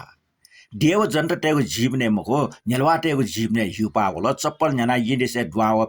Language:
Newari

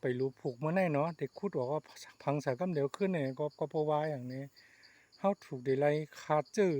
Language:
Shan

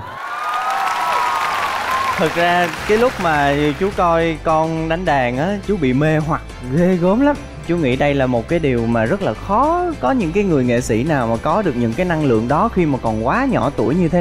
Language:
Vietnamese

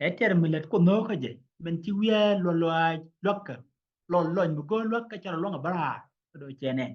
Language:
Nuer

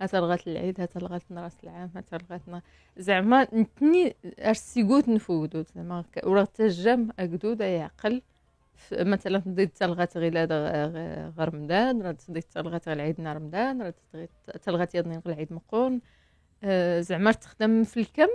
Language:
Moroccan Arabic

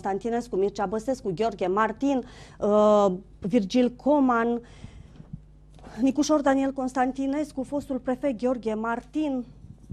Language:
Romanian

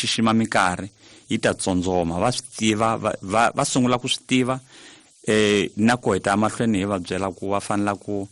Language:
Tsonga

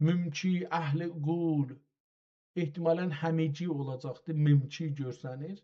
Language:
South Azerbaijani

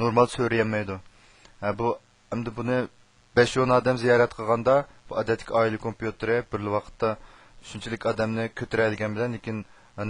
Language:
Uyghur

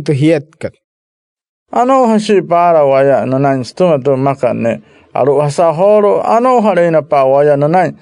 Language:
Wayuu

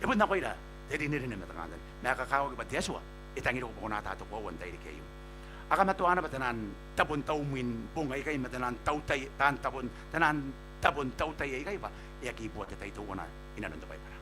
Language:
Gilbertese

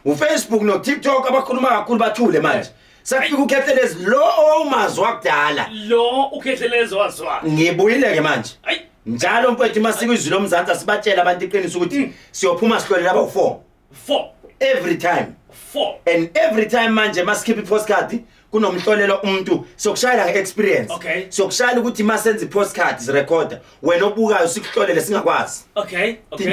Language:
Zulu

